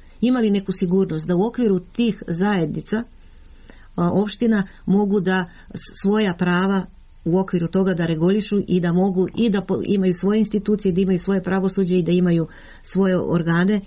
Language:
Serbian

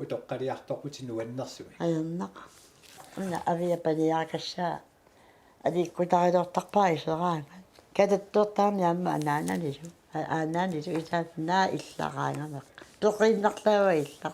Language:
Kalaallisut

